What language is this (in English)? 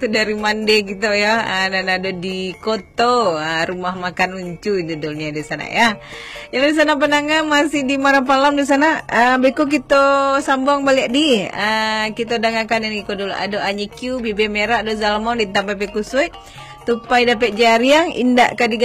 Minangkabau